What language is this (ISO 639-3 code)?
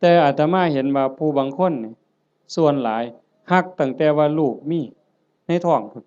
tts